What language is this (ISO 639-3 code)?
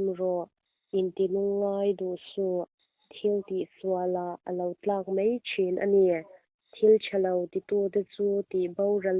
lus